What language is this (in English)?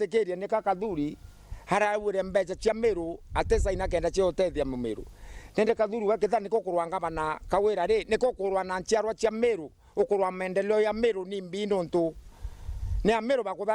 Meru